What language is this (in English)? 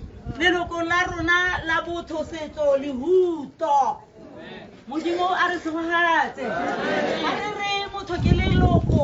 Tswana